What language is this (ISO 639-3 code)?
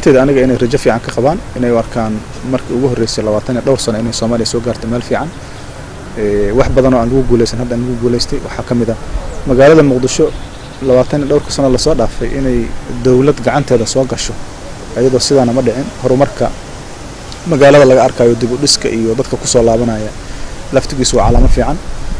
som